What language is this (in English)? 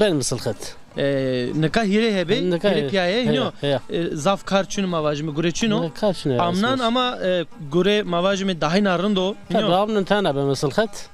Zaza